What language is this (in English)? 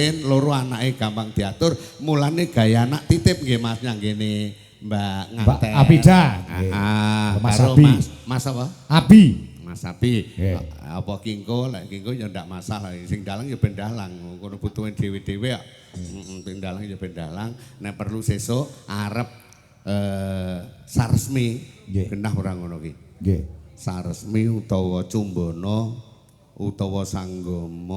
Javanese